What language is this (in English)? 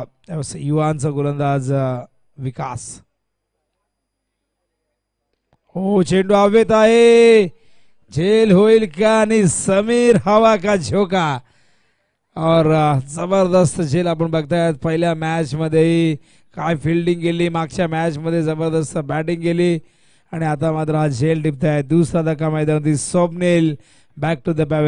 Marathi